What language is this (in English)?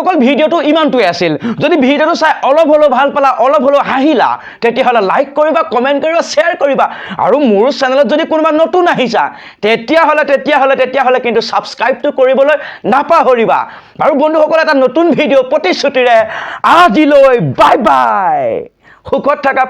Assamese